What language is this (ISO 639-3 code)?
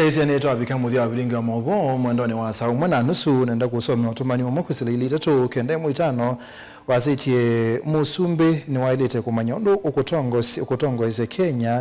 kam